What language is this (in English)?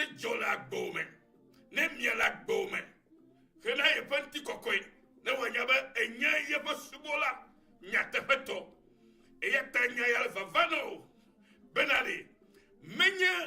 Ewe